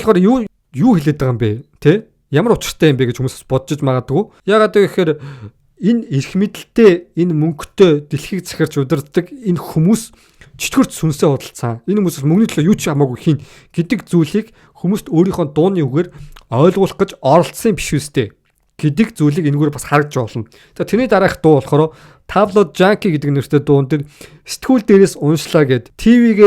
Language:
Mongolian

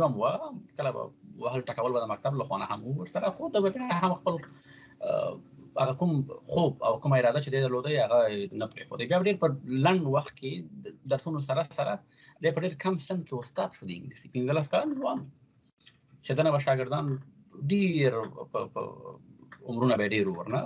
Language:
Pashto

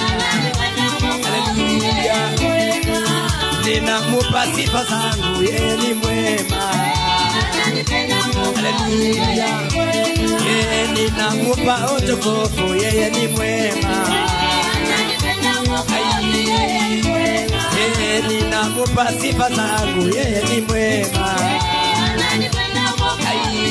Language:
Swahili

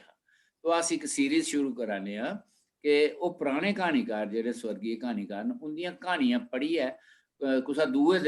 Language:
Dogri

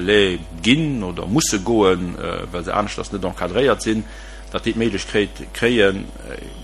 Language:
Luxembourgish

